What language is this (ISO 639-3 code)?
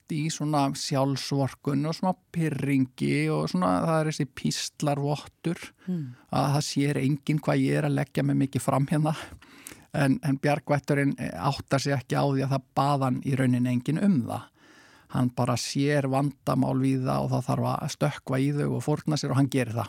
isl